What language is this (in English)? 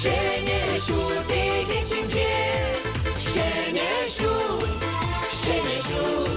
Chuvash